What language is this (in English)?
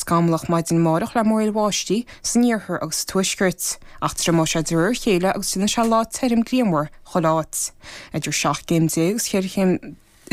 Irish